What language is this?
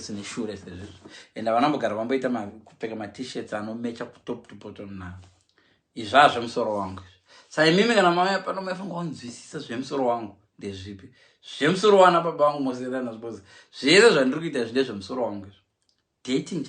Shona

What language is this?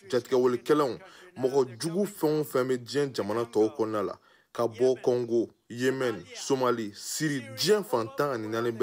Bambara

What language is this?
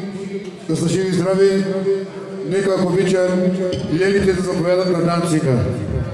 Bulgarian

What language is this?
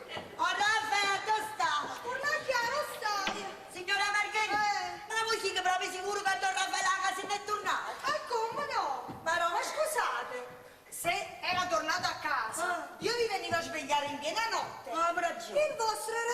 Neapolitan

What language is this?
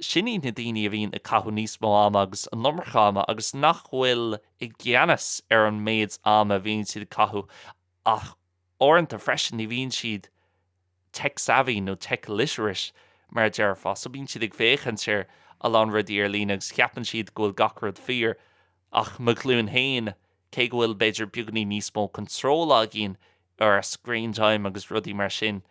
Irish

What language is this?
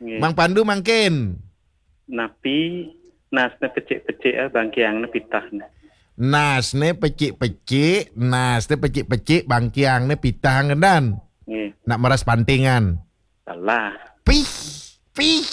Balinese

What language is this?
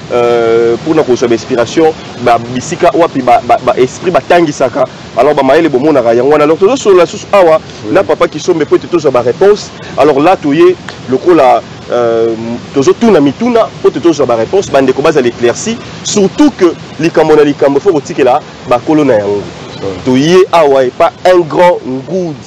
Lingala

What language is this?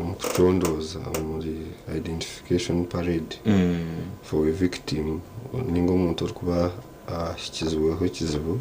Nyankole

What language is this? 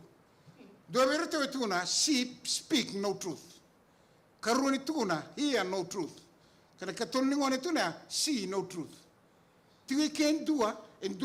Fijian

